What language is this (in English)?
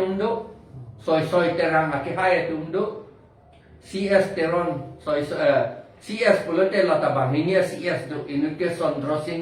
Karbi